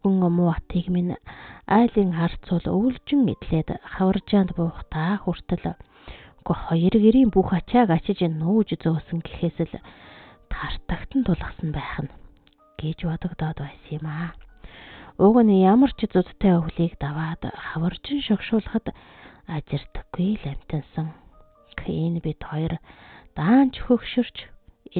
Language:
Mongolian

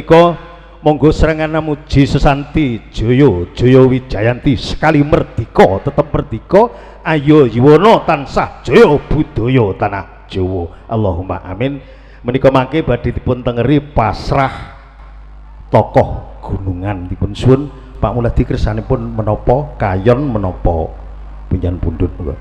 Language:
Javanese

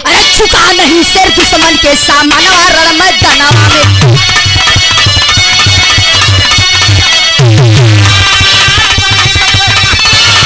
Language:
Bhojpuri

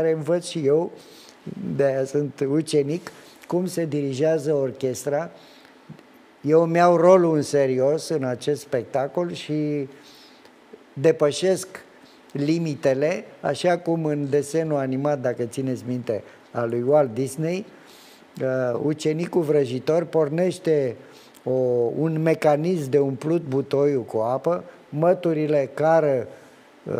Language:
Romanian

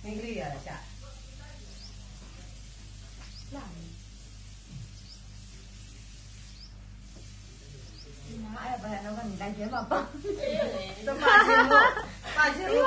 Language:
Burmese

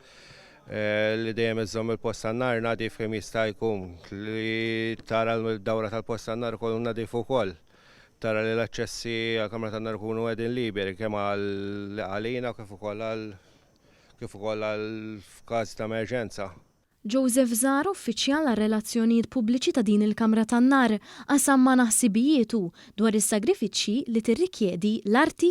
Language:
Maltese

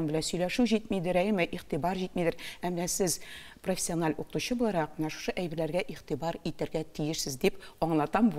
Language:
Tatar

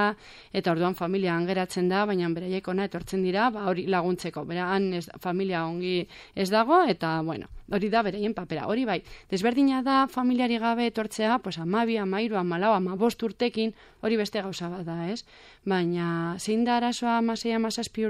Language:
Basque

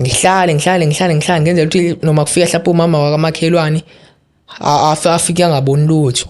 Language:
Zulu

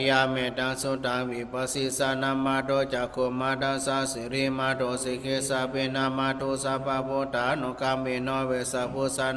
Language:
Pali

